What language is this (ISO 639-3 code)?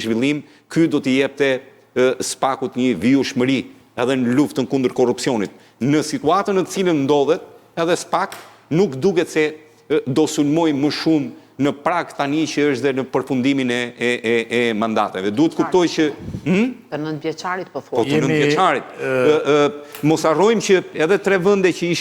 sqi